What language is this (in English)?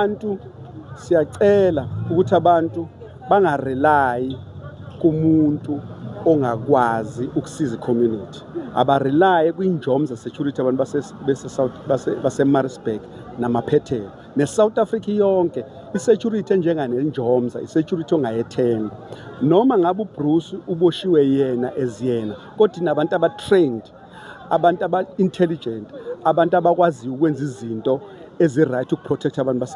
Zulu